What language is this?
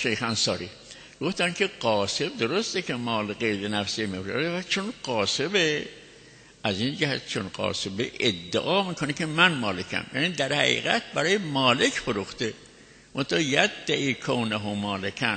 Persian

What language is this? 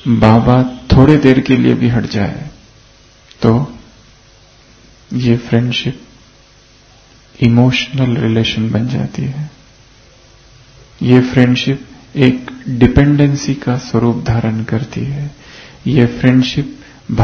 Hindi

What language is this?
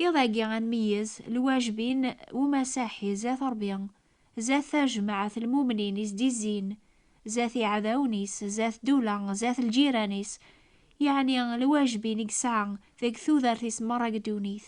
Kabyle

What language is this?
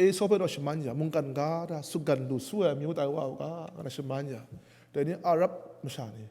Kachin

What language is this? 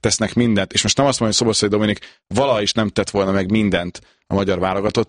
Hungarian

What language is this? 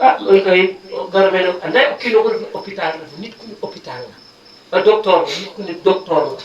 Wolof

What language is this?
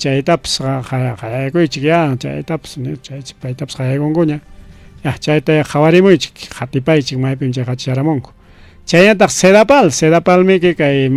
Ayacucho Quechua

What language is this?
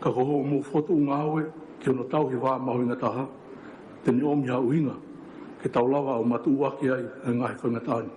Tongan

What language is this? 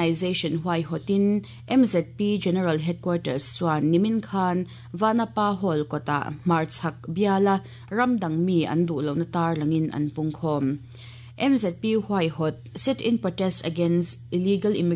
Mizo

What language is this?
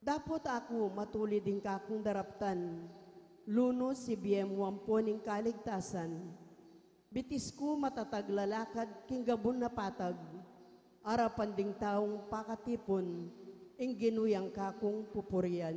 Pampanga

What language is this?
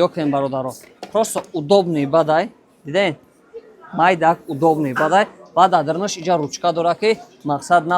Tajik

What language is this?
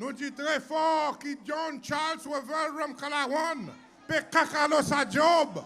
Seselwa Creole French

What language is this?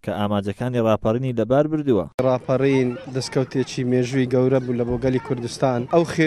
Central Kurdish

